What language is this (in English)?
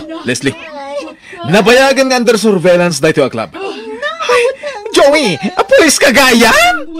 Iloko